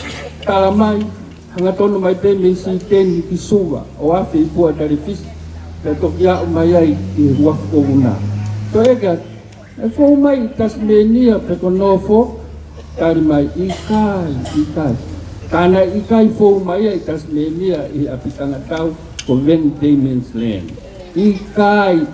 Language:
Tongan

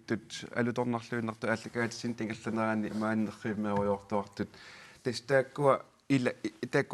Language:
Kalaallisut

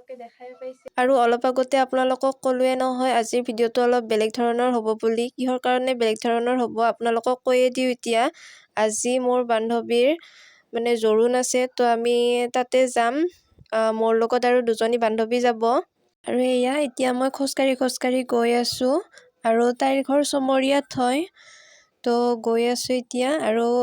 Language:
Assamese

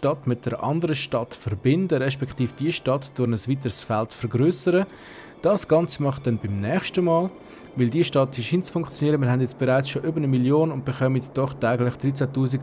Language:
Swiss German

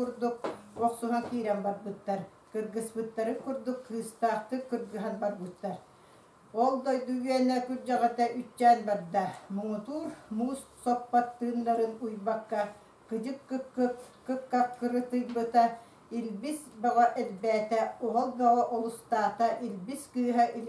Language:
Yakut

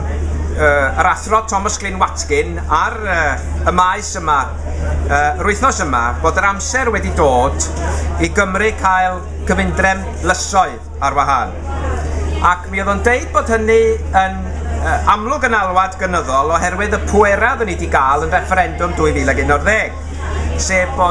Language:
Welsh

